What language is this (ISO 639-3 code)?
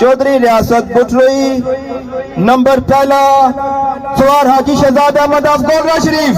phr